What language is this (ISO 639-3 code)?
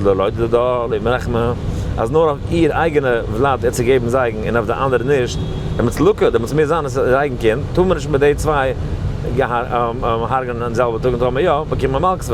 yid